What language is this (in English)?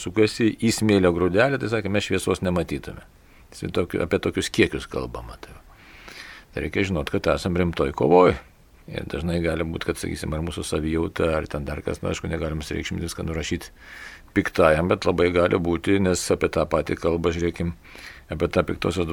Lithuanian